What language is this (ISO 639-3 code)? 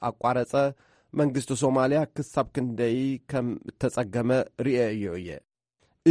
tir